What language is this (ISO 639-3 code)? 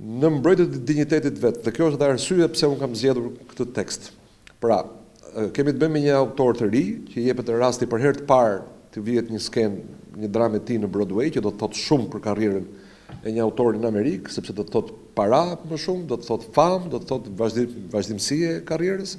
sqi